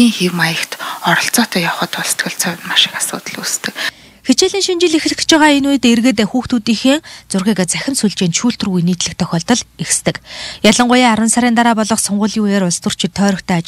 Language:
Mongolian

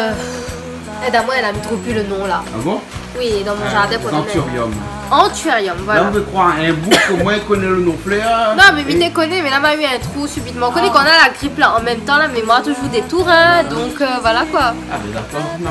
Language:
Réunion Creole French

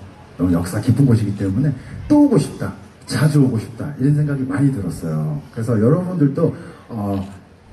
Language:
Korean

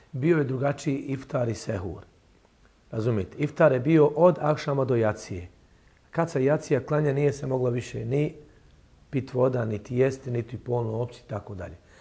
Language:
Bosnian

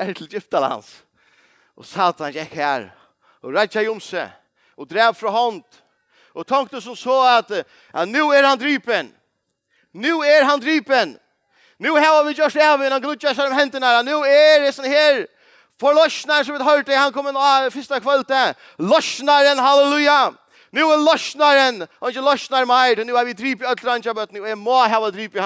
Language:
Faroese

